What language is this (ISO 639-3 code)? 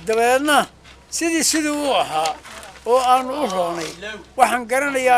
som